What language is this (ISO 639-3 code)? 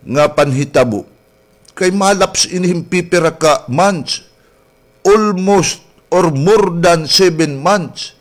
war